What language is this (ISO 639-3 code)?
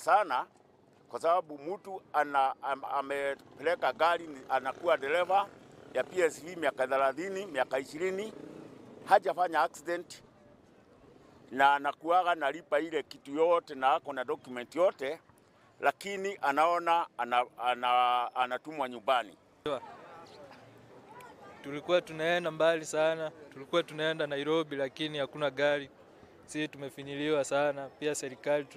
swa